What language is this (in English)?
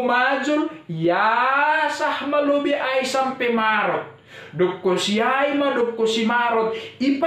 Batak Simalungun